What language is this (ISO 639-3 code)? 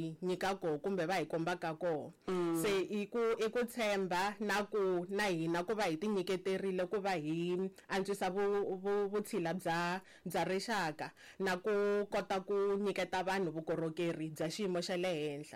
tso